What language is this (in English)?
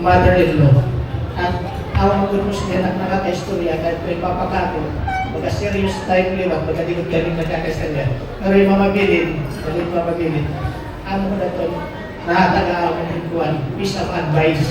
Waray